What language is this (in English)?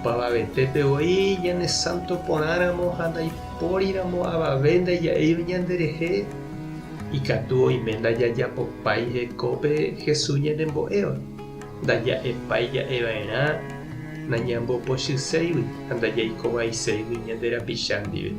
Guarani